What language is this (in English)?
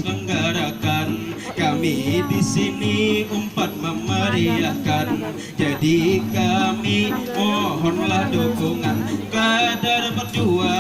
Banjar